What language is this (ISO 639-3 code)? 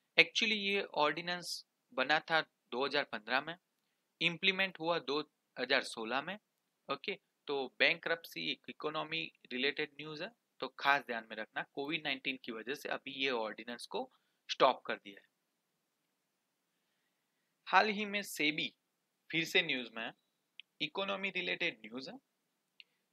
hin